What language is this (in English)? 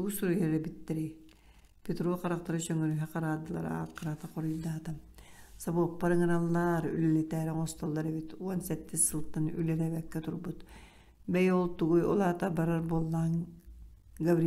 Yakut